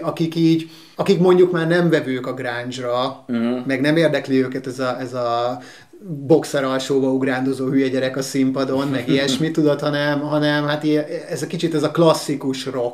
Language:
Hungarian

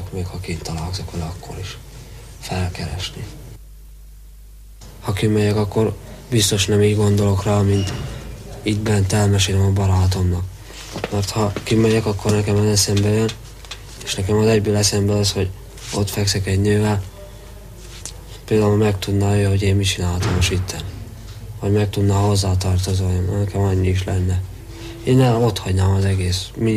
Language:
Hungarian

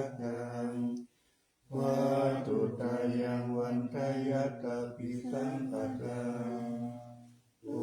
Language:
Pali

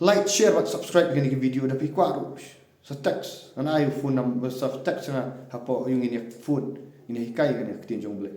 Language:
Khasi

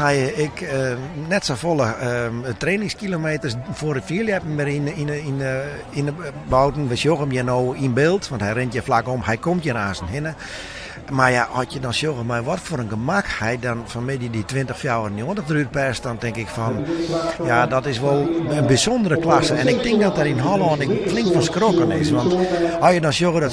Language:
Western Frisian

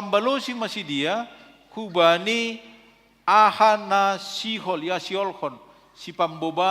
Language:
Batak Simalungun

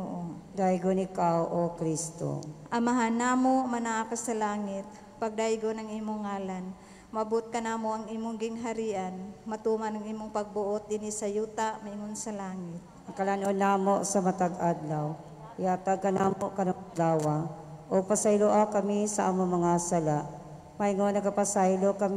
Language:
Cebuano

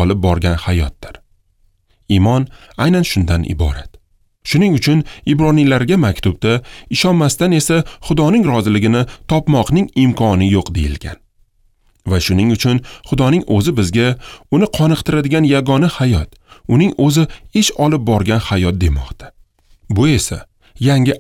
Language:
Uzbek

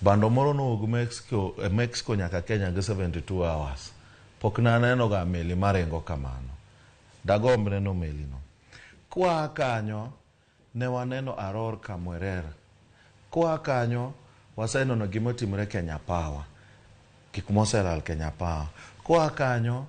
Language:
Luo (Kenya and Tanzania)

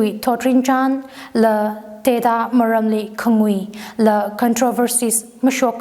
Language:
Tangkhul Naga (India)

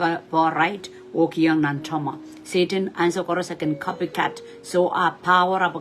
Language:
Pohnpeian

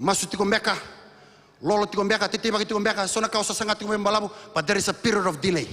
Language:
Fijian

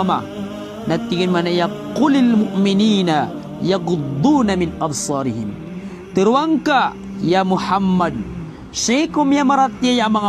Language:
Maranao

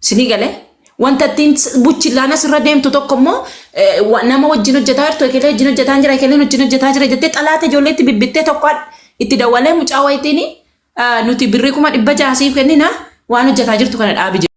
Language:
Oromo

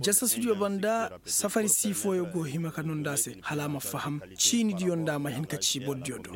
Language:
Koyraboro Senni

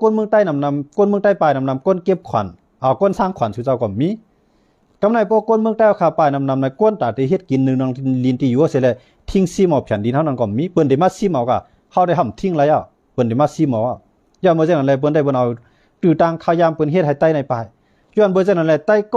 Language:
Shan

